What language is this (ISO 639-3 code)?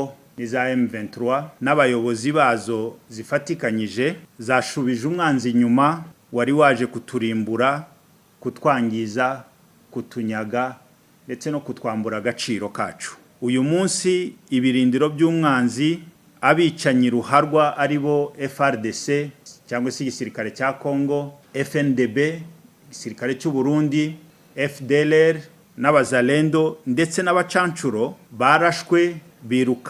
kin